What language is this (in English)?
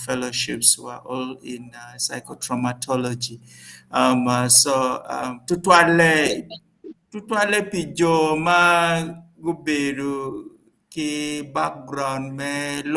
Acoli